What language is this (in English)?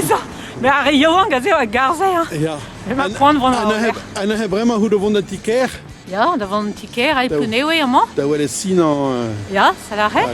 Breton